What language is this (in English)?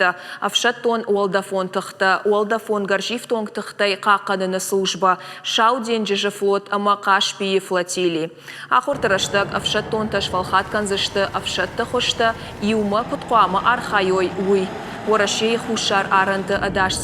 Ossetic